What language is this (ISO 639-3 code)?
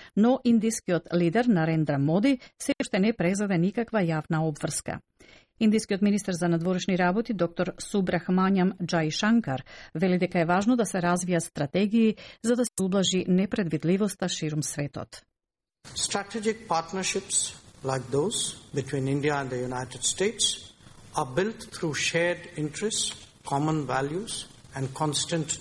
mkd